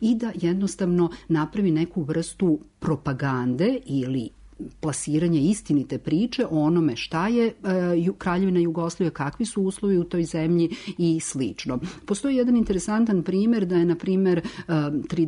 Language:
Serbian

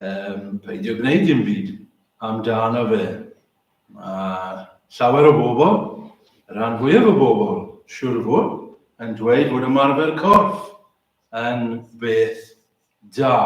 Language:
Welsh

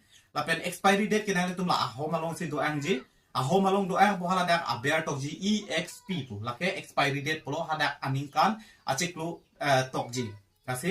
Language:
Karbi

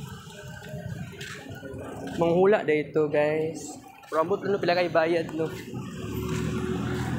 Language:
Cebuano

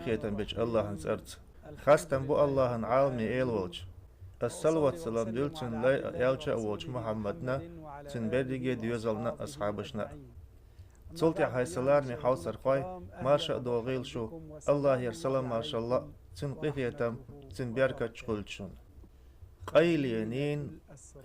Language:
Chechen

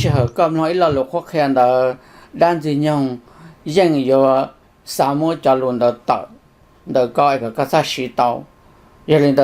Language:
Hmong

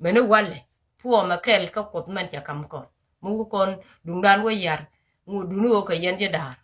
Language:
Nuer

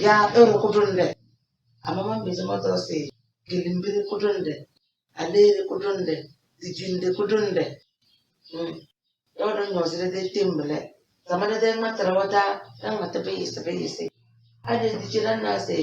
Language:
Tem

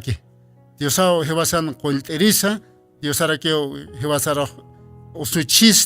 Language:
Aymara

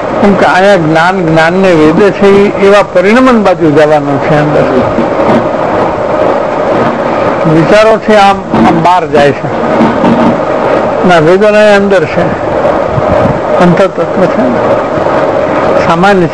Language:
Gujarati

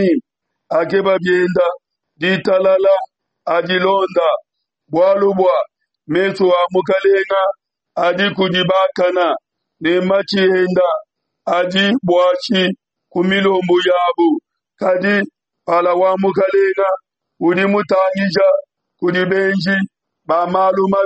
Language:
Luba-Lulua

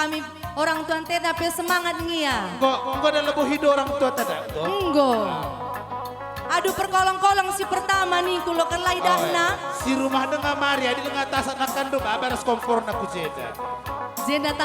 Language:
Batak Karo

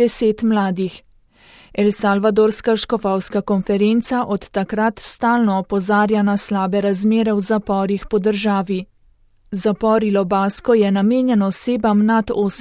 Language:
Slovenian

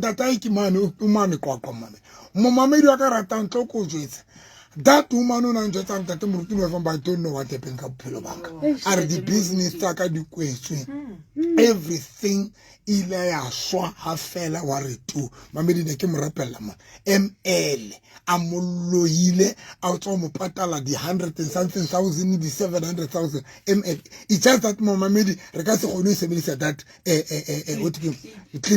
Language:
Southern Sotho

